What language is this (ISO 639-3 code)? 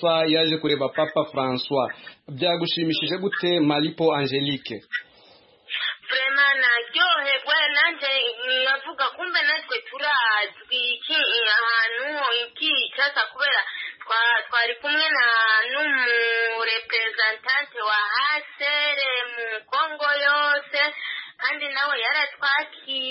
kin